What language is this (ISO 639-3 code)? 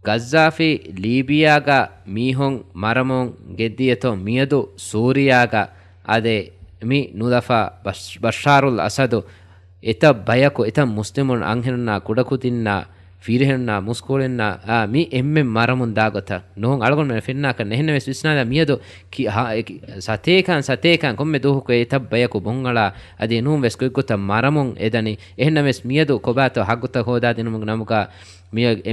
div